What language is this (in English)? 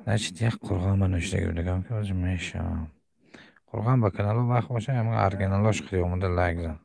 Tajik